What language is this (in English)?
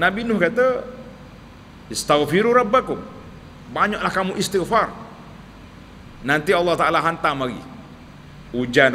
Malay